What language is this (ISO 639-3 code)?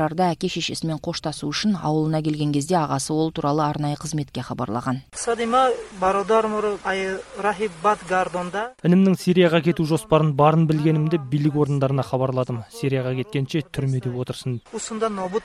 kir